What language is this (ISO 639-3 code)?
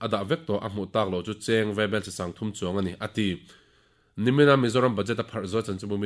lus